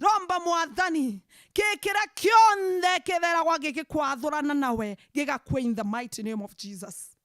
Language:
Meru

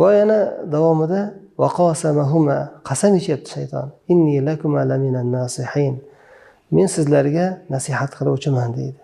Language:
Uzbek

